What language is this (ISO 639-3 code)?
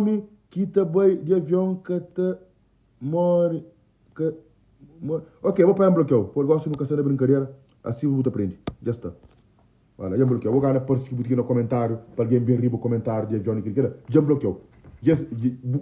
kea